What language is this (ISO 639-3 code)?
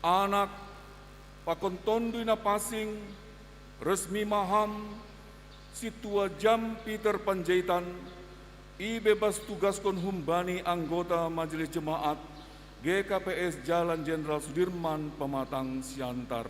bts